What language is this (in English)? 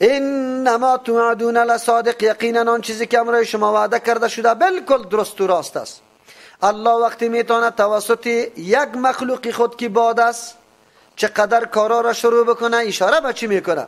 Persian